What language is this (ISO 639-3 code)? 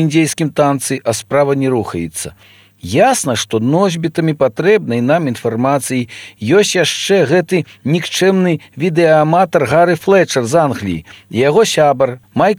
bel